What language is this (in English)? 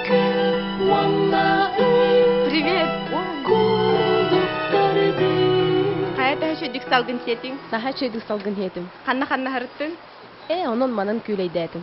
Yakut